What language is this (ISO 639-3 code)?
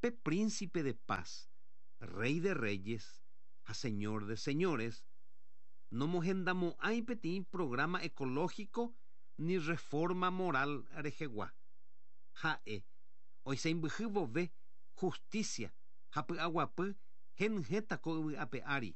grn